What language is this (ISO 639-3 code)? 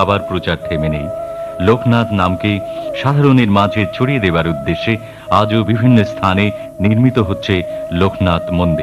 ben